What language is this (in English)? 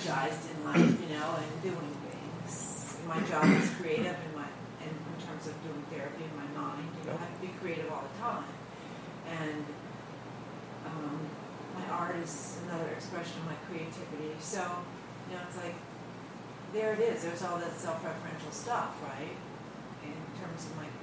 English